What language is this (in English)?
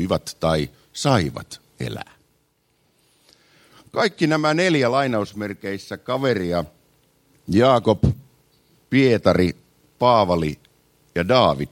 Finnish